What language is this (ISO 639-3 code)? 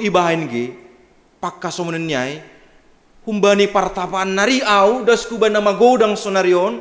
bts